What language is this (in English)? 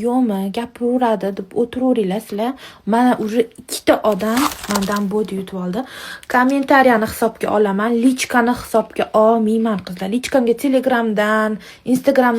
Uzbek